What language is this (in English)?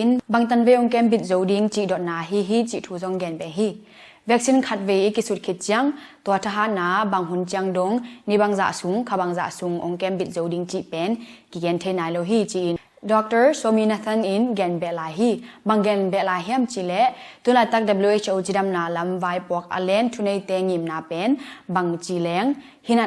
Tedim Chin